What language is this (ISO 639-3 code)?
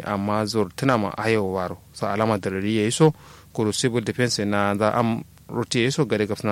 kau